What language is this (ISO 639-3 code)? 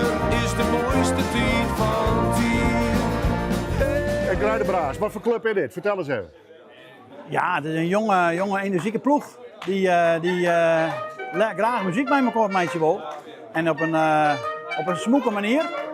fry